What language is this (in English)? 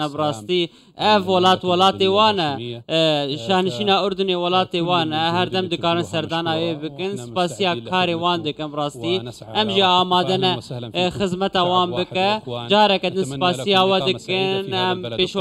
Central Kurdish